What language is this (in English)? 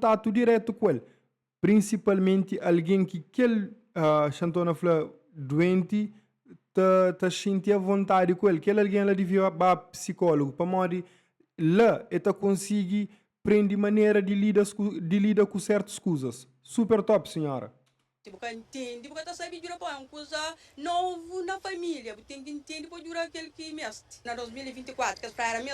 Kabuverdianu